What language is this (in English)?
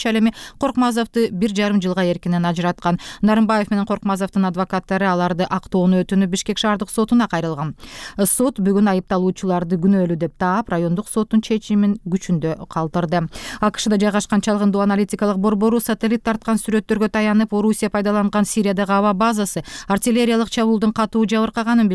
Kyrgyz